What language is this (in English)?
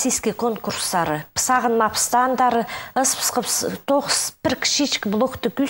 Khakas